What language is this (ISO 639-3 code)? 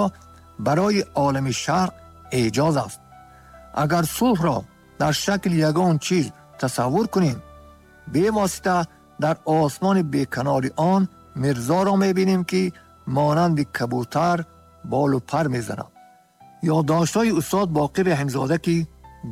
tgk